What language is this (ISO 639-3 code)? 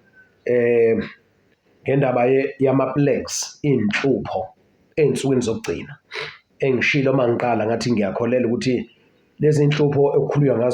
zul